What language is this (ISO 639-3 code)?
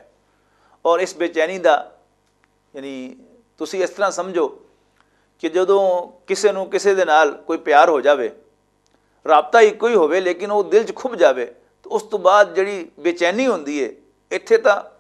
lah